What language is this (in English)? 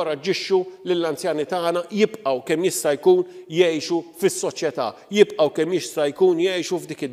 Maltese